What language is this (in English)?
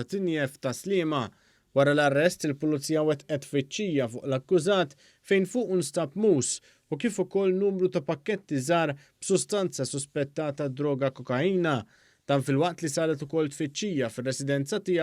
Maltese